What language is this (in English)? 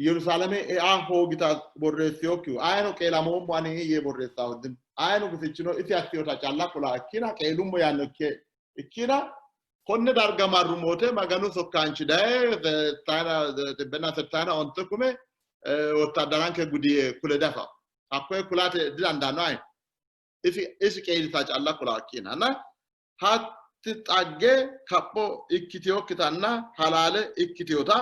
Sidamo